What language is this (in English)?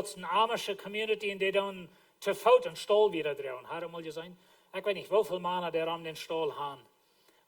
Plautdietsch